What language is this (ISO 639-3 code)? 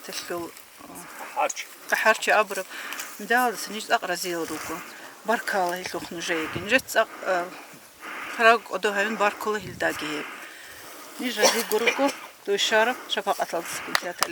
ava